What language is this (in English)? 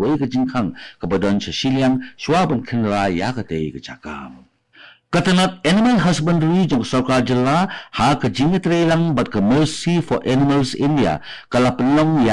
Khasi